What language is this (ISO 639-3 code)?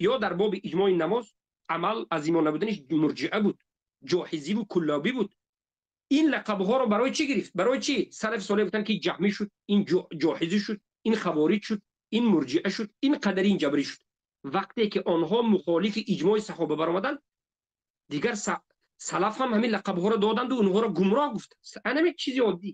tgk